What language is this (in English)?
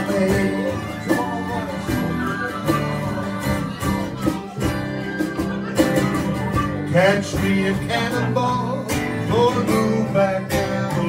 English